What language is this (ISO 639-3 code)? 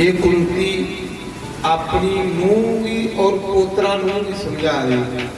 doi